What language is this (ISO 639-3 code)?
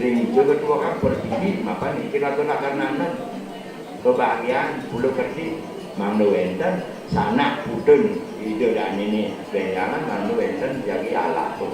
ban